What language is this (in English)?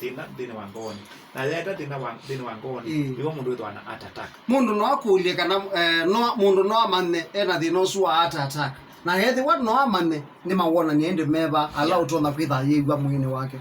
Kamba